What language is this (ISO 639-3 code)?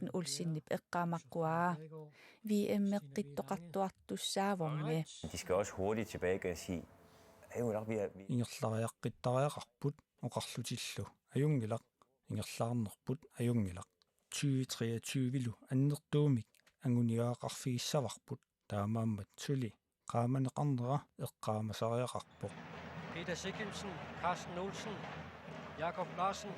kal